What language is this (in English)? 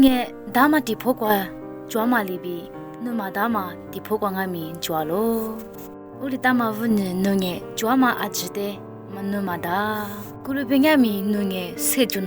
Lisu